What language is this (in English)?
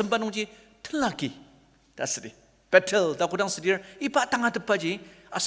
Ao Naga